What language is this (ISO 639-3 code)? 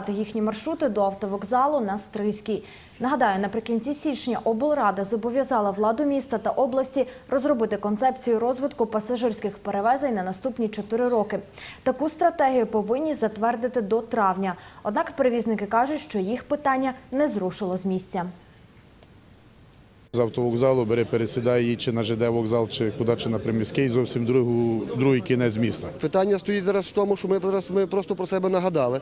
ukr